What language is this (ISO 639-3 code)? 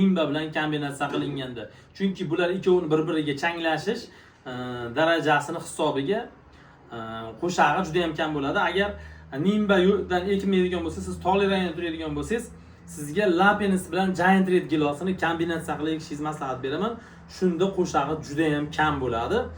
uzb